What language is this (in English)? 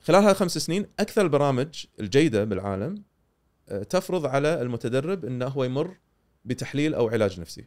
Gulf Arabic